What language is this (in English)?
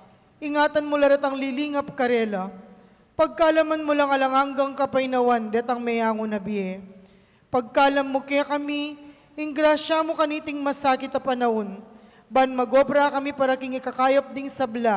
Pampanga